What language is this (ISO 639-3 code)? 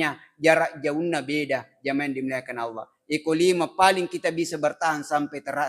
bug